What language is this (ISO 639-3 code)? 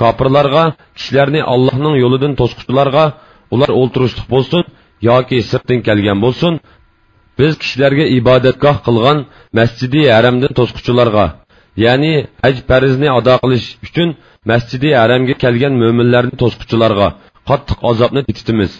uig